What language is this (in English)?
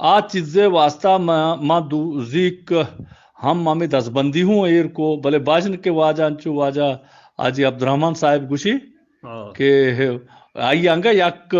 Eastern Balochi